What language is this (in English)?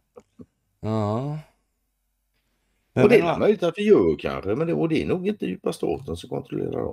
Swedish